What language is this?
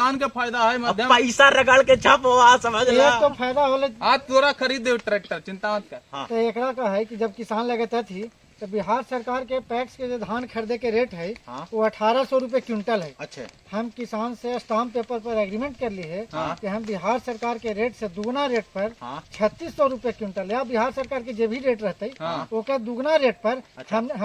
Magahi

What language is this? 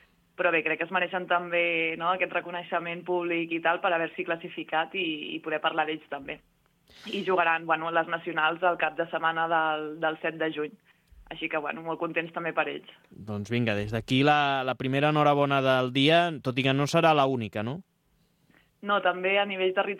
Catalan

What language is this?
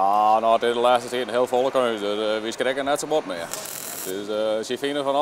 Western Frisian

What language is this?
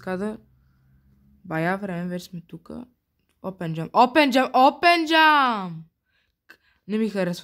Bulgarian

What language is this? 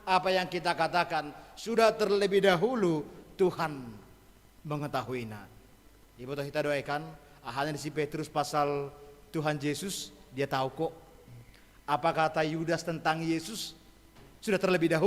Batak Simalungun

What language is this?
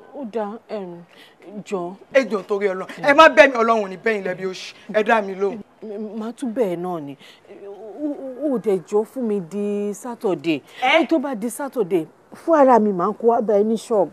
Yoruba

